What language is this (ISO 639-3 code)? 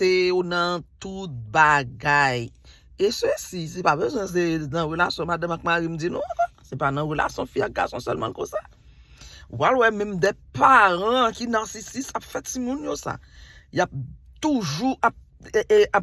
hat